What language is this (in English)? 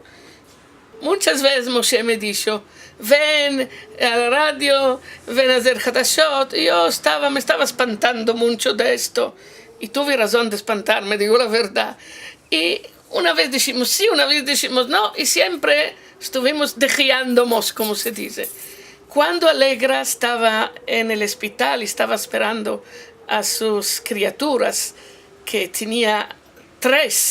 Ladino